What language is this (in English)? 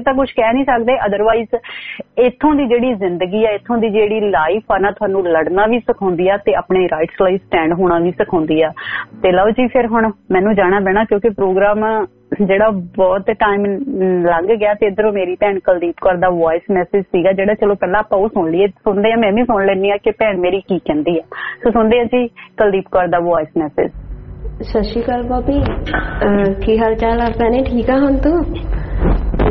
Punjabi